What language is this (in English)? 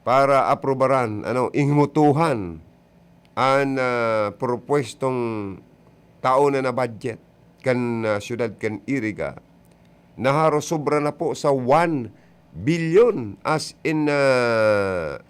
Bikol